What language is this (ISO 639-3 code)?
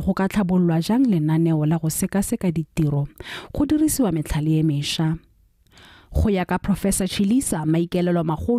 tsn